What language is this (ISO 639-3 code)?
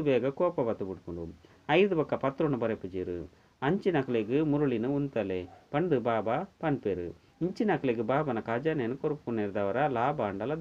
tcy